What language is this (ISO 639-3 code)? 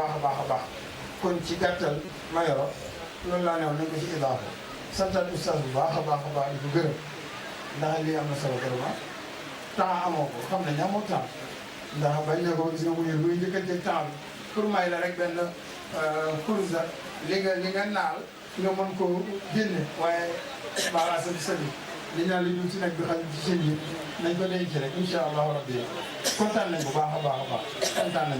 wol